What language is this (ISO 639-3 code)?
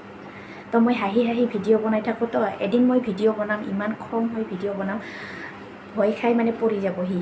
asm